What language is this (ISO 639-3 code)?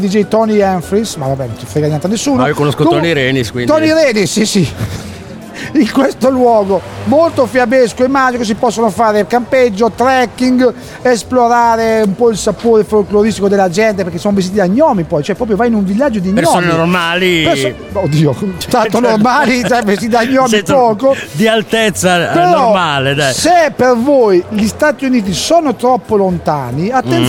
ita